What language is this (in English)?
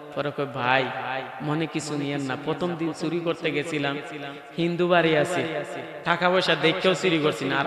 Sylheti